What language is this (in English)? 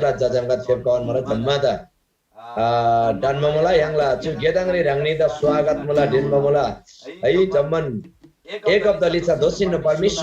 Eastern Tamang